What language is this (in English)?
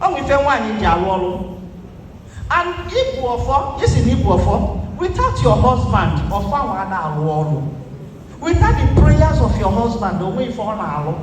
Igbo